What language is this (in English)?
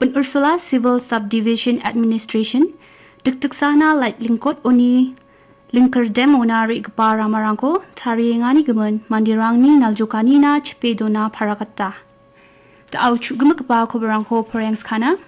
Garo